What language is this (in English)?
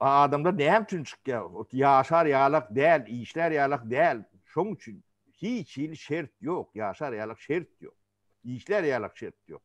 Turkmen